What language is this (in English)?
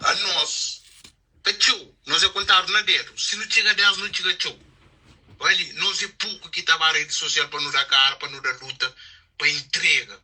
Kabuverdianu